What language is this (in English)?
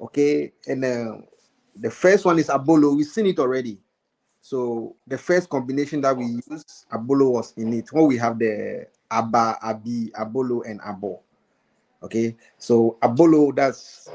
Ewe